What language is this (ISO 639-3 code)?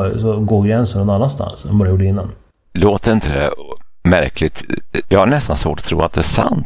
swe